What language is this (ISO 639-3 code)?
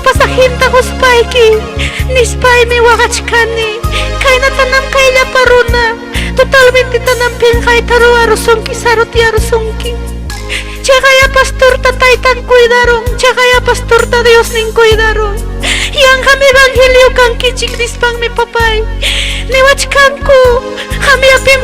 quy